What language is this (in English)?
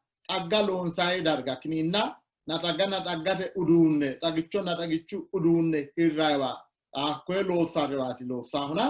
Sidamo